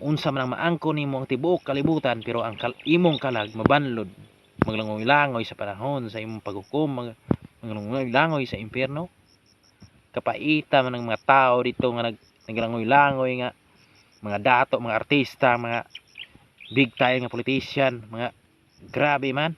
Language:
Cebuano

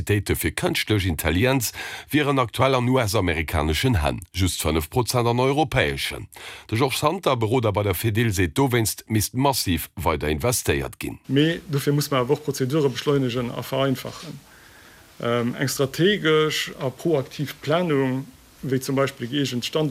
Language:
Luxembourgish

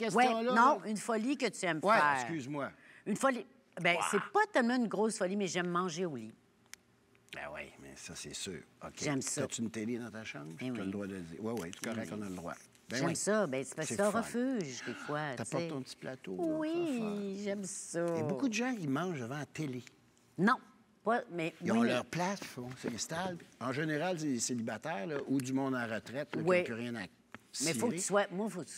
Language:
French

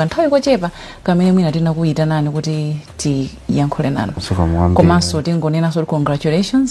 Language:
Nyanja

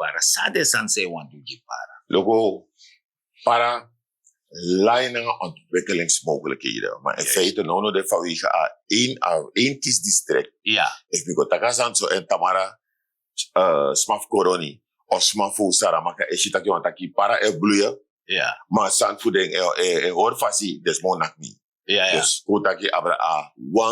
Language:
Sranan Tongo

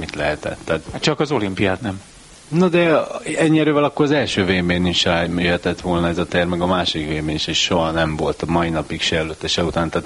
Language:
Hungarian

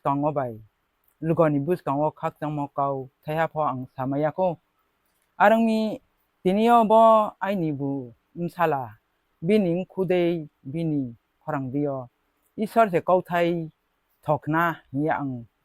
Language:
Riang (India)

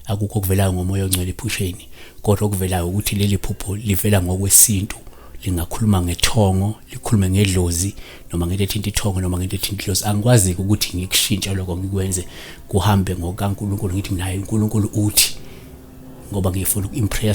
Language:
Zulu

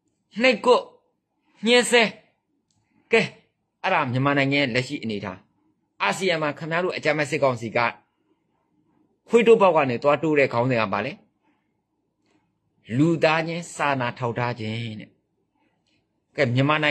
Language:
Burmese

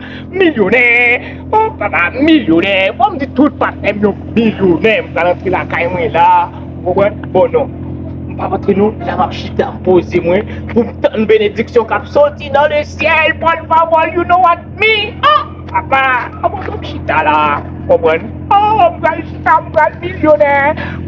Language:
Haitian Creole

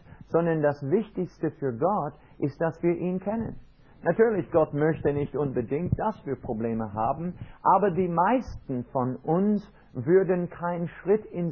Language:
German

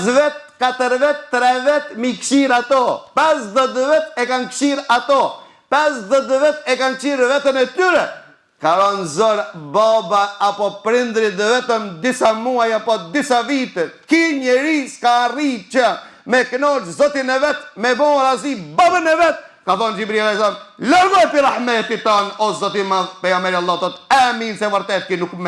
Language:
Albanian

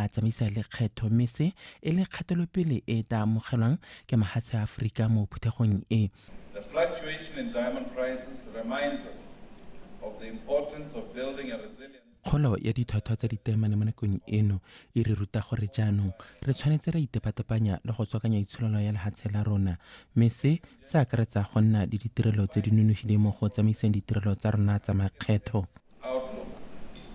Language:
Tswana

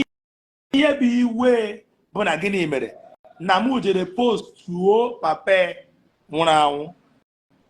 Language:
Igbo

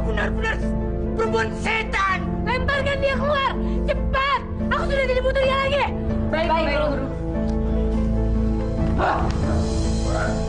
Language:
Indonesian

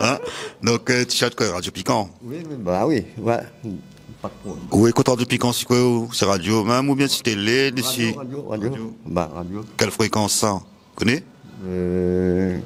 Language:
Réunion Creole French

